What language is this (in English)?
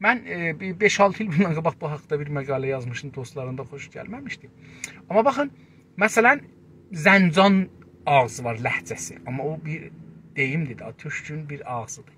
South Azerbaijani